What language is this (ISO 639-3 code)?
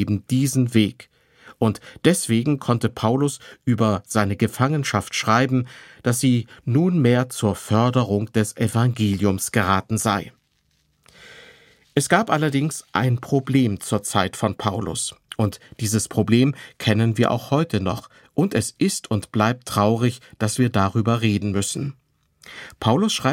deu